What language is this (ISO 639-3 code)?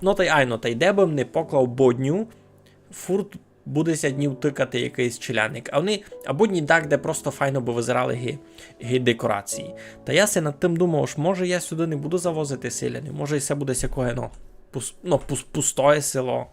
rue